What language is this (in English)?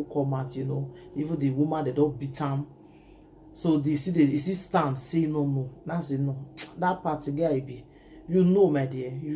Nigerian Pidgin